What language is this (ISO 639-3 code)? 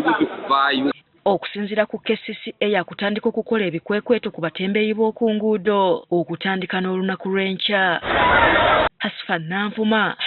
lug